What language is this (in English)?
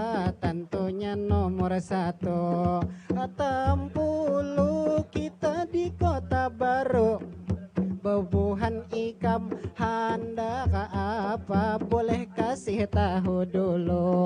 Banjar